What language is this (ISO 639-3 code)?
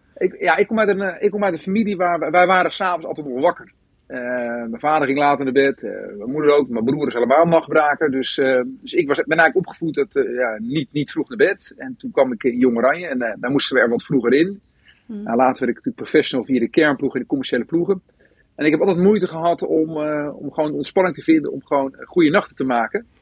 nld